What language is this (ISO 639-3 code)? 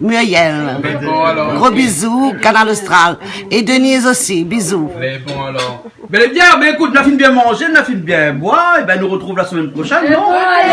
rcf